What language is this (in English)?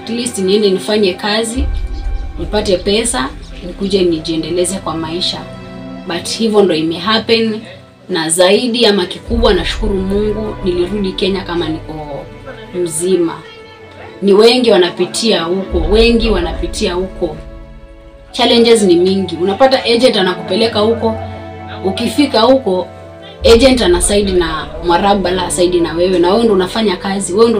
Swahili